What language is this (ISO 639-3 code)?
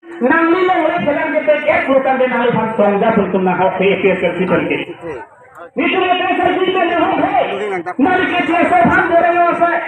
mjw